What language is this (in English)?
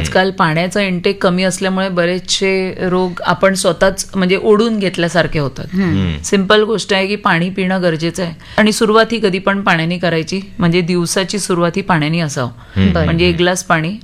Marathi